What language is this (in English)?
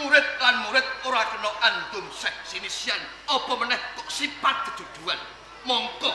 Javanese